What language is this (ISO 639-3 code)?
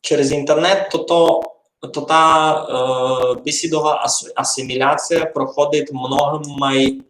rue